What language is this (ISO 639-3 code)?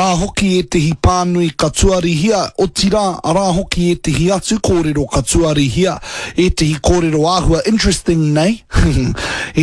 mri